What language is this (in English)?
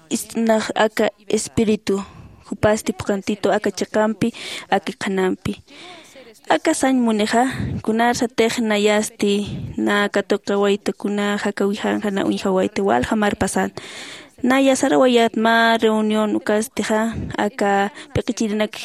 Aymara